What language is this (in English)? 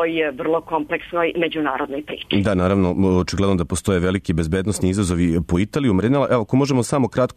Serbian